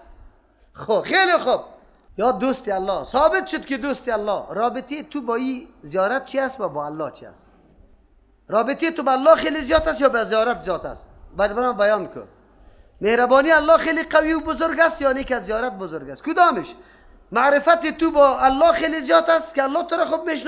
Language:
Persian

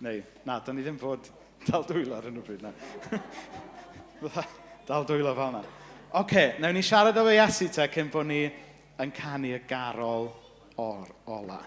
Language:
Welsh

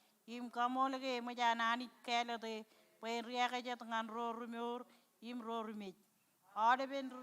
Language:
Marshallese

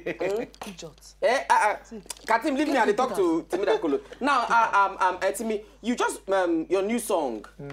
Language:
Nigerian Pidgin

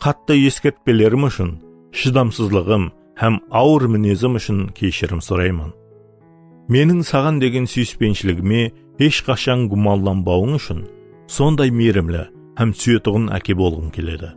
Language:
Kara-Kalpak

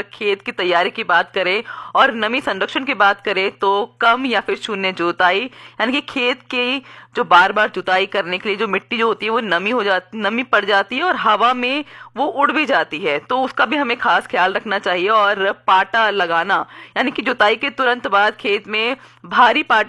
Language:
Hindi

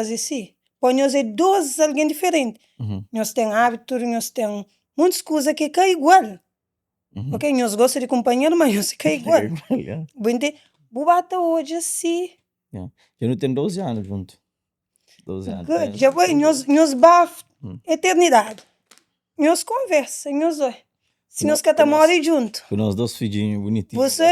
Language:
Kabuverdianu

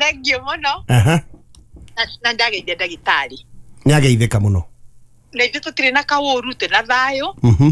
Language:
Kikuyu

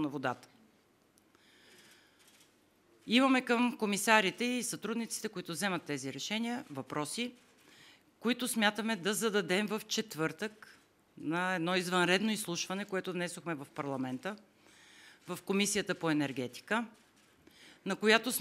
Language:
Bulgarian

